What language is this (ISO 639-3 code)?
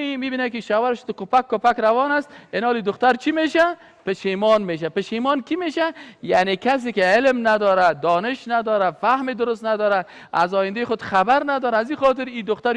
fas